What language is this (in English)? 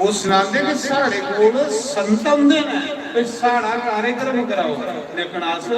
Dogri